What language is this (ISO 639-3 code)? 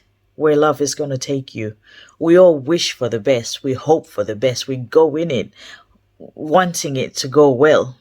eng